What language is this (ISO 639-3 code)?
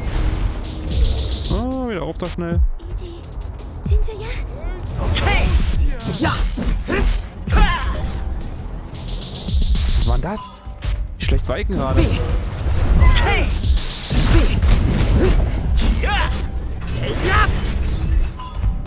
deu